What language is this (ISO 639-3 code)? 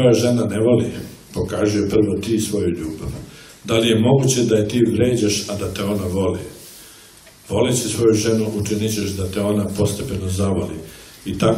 srp